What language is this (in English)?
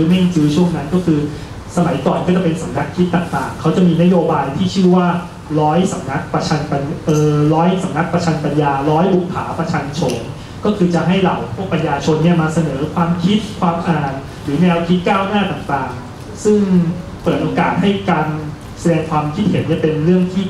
Thai